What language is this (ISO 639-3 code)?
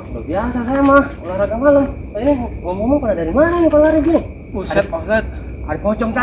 bew